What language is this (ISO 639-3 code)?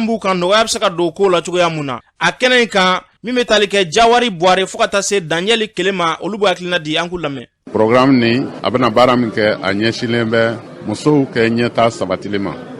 bam